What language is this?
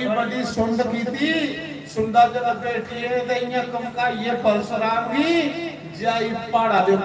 Dogri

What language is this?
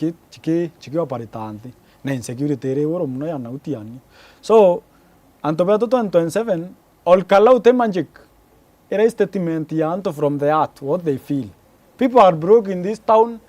Meru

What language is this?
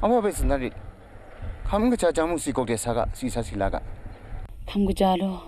Kachin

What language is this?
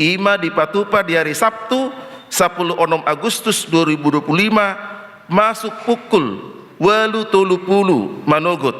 Batak Toba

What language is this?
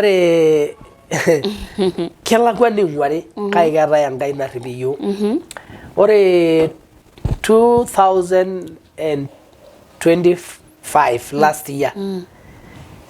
Masai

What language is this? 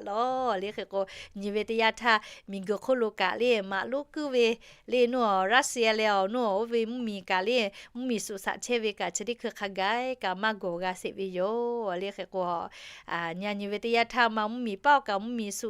Lahu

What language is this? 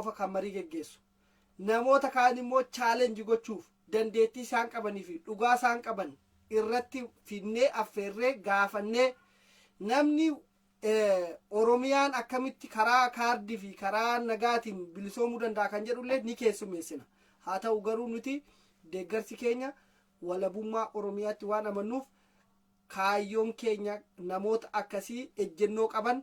Oromo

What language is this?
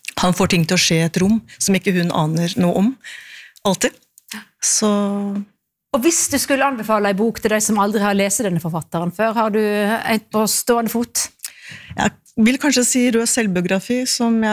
Norwegian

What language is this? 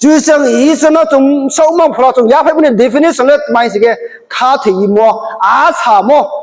Riang (India)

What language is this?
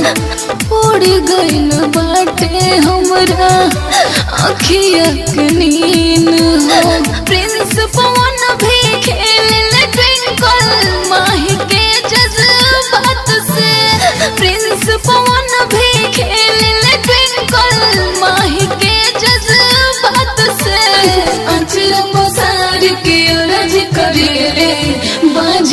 Bhojpuri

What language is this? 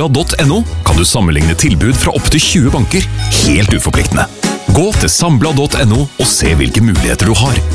Norwegian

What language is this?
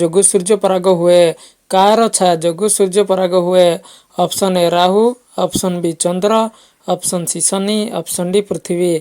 Odia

